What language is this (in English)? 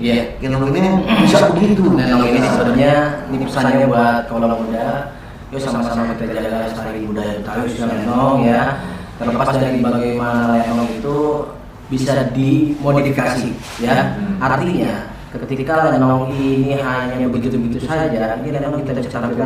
Betawi